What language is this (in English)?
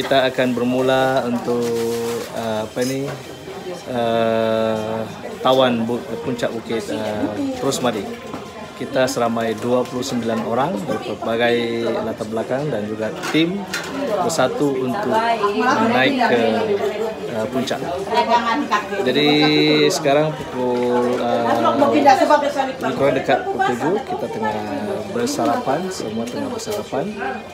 Malay